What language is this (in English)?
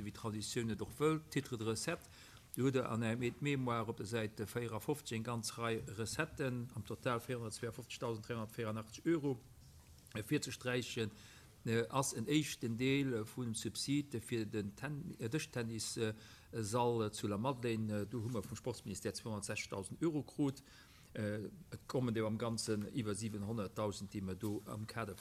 Luxembourgish